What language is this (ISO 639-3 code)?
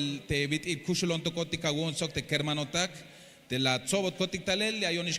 tzh